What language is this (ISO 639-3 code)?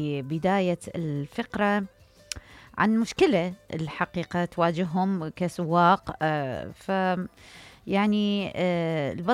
acm